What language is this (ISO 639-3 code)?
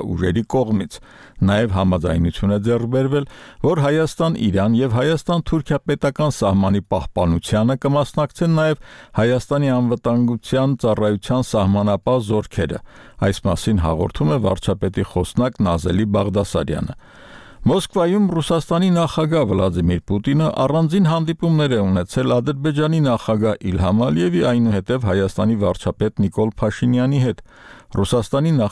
hye